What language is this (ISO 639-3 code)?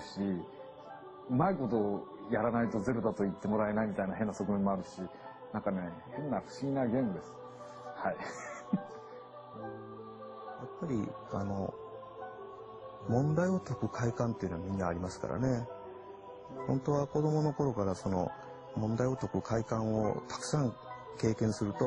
jpn